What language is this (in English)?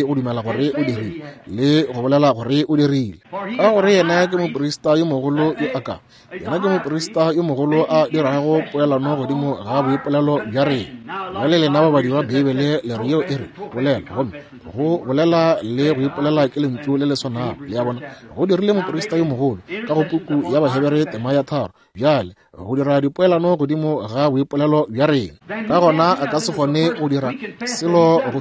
Northern Sotho